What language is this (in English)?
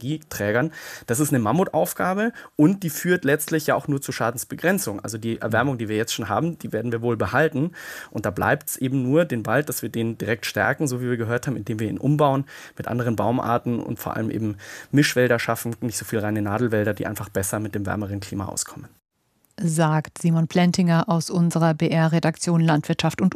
German